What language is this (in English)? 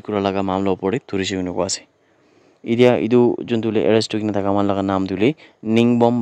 Naga Pidgin